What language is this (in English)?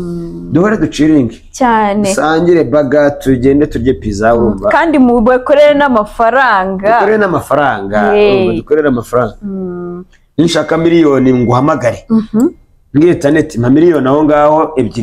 Kinyarwanda